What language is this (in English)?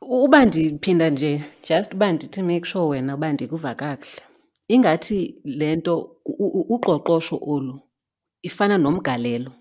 Xhosa